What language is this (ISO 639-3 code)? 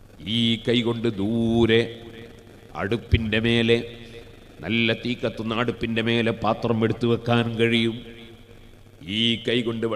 mal